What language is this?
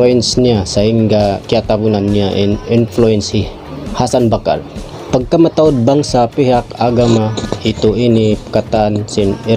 Tausug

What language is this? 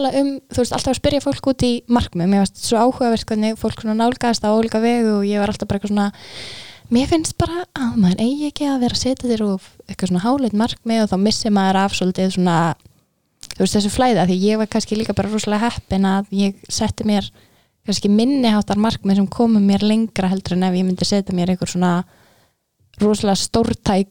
Icelandic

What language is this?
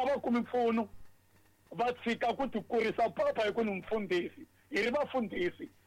Tsonga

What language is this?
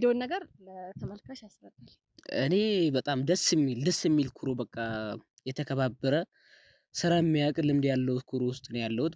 Amharic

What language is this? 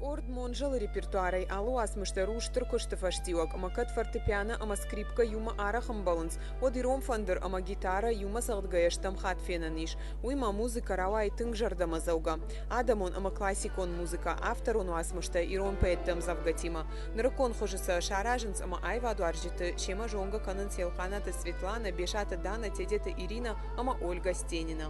Ossetic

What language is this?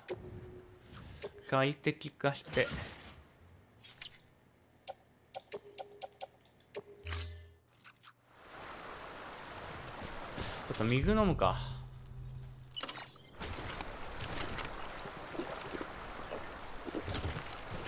Japanese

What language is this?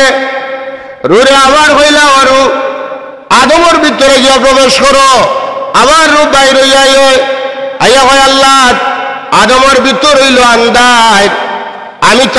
Sylheti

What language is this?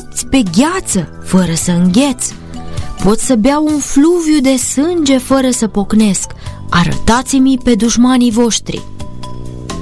Romanian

